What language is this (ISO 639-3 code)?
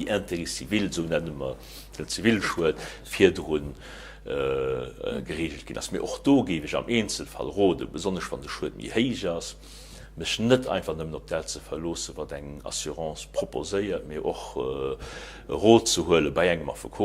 ltz